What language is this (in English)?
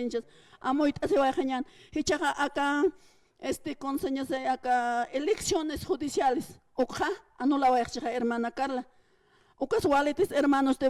Aymara